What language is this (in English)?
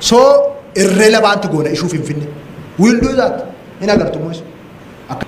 Oromo